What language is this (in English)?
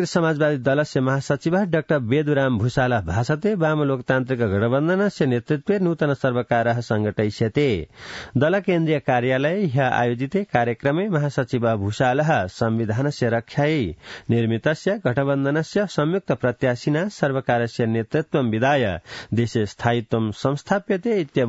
Sanskrit